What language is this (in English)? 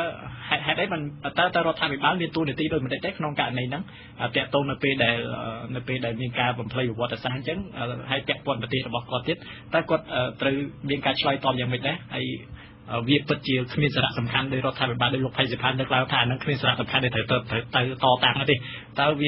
Khmer